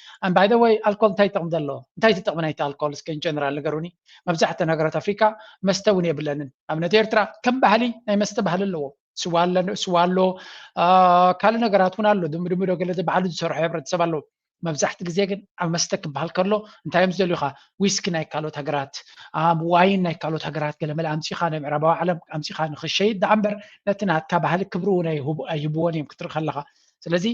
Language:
Tigrinya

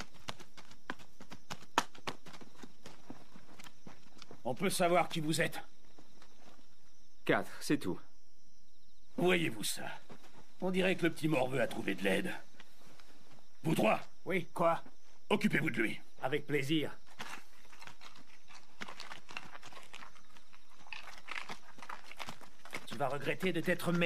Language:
French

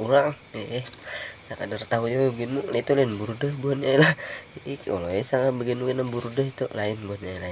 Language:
Banjar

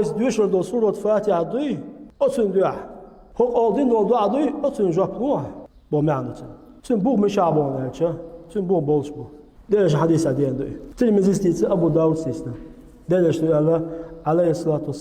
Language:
Chechen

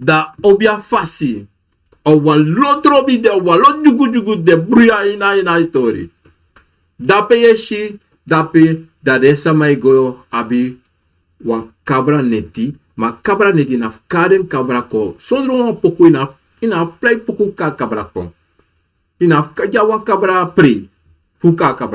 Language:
Sranan Tongo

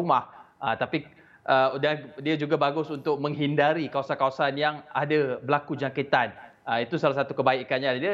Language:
Malay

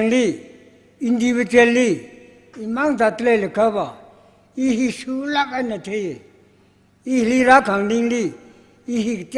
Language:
Tangkhul Naga (India)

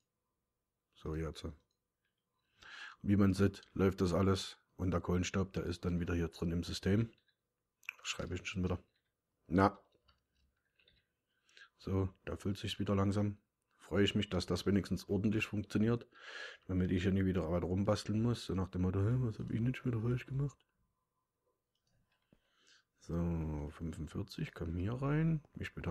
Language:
German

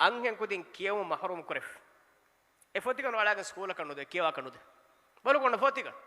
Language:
Divehi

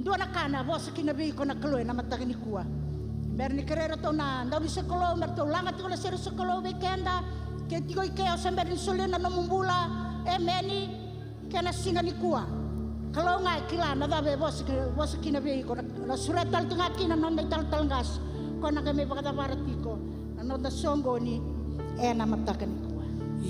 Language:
Fijian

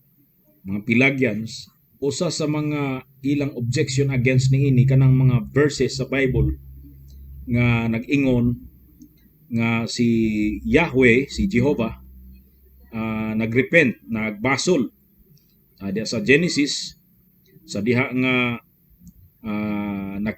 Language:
Cebuano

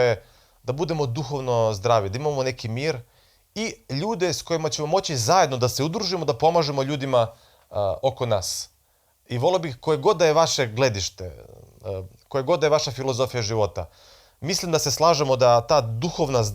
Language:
Macedonian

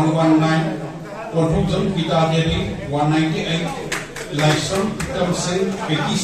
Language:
Manipuri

